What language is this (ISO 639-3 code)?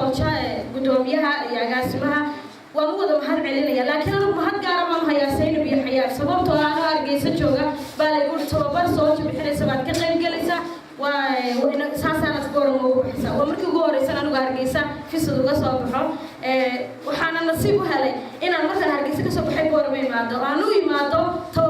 som